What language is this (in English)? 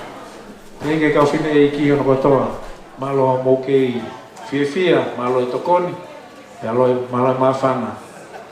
Tongan